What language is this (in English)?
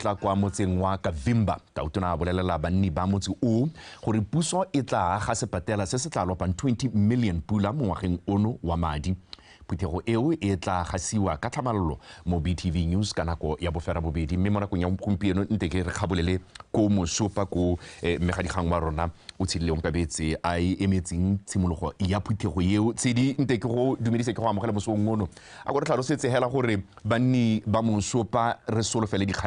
Tswana